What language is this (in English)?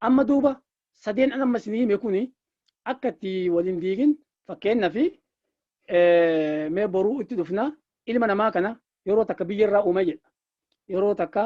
Oromo